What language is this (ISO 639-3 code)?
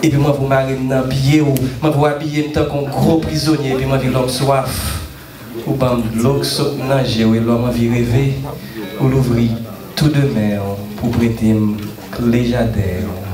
hat